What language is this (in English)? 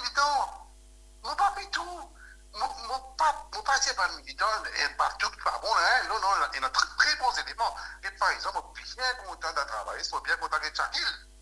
Morisyen